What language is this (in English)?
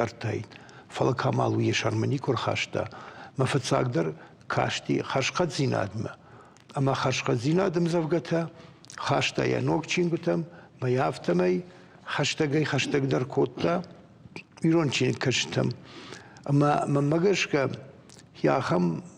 Ossetic